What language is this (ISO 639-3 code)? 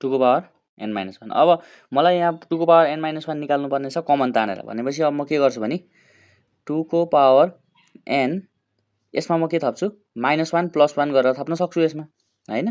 nep